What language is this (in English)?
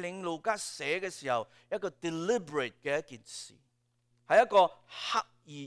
Cantonese